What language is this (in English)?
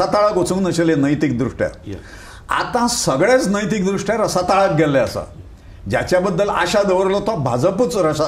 Konkani